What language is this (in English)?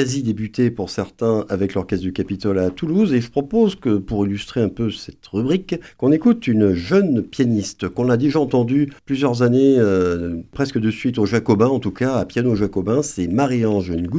French